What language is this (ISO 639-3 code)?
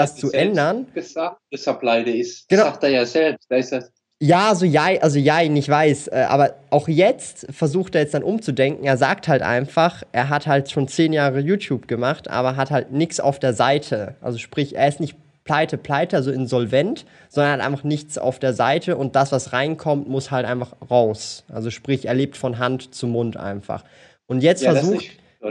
deu